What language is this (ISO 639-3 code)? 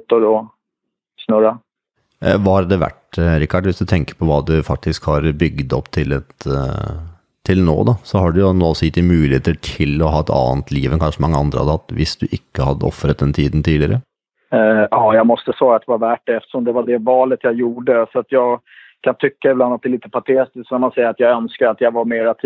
swe